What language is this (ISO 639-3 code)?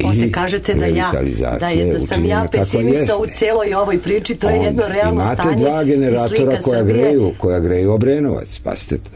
srp